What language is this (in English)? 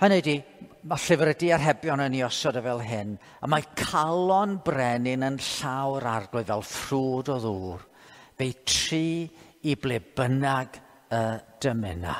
Welsh